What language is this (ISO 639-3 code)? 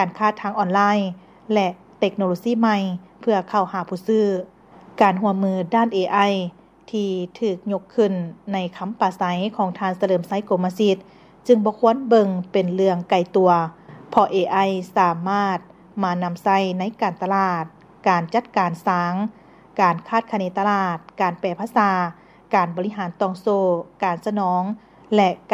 lao